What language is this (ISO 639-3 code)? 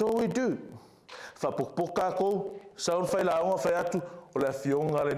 smo